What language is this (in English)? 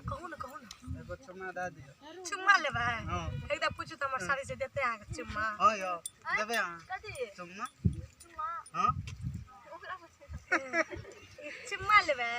Maithili